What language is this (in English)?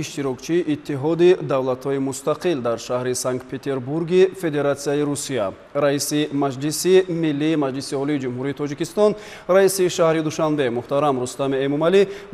Tajik